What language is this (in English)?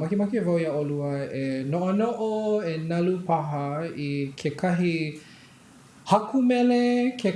Hawaiian